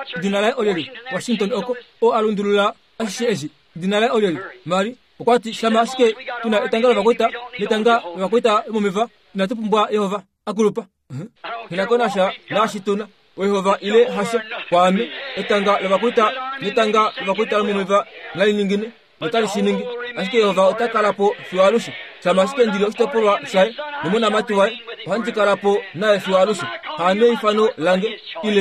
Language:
Kuanyama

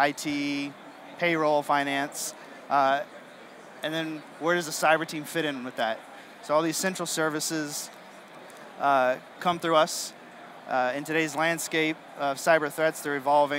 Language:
English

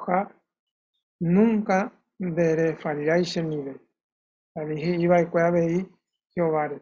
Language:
Guarani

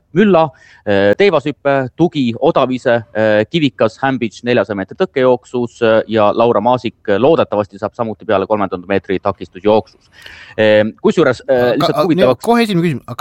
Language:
Estonian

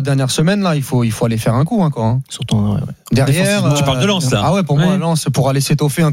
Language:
French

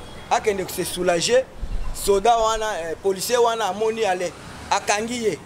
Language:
Lingala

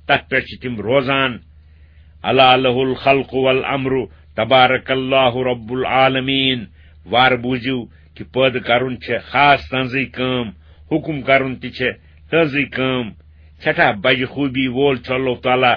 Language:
Kashmiri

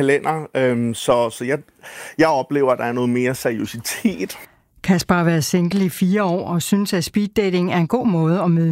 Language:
Danish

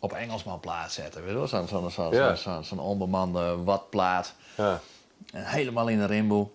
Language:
Western Frisian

